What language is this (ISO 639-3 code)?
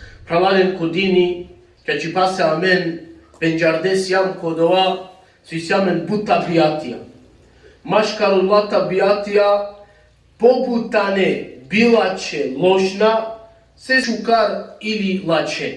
rmn